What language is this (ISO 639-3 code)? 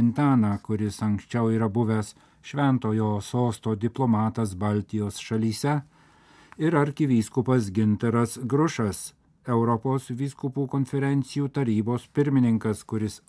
lit